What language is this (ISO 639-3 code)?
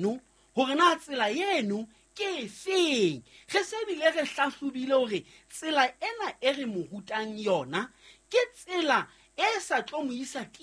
sot